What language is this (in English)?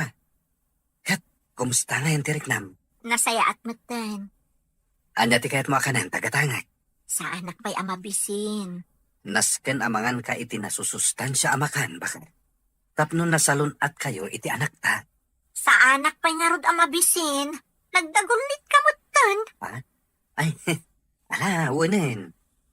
Iloko